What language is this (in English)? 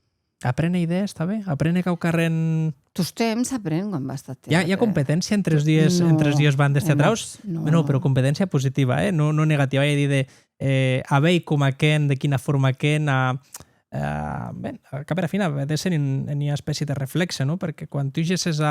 Occitan